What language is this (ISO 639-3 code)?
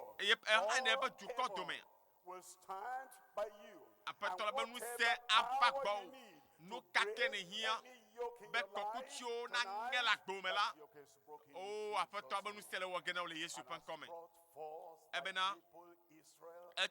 ewe